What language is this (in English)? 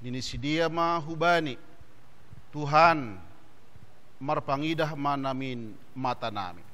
Batak Simalungun